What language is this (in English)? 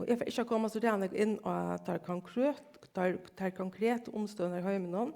Faroese